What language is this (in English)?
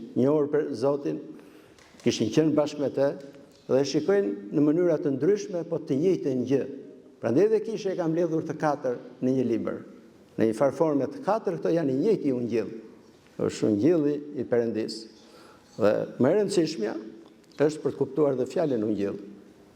Albanian